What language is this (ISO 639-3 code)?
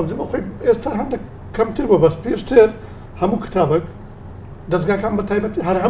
ckb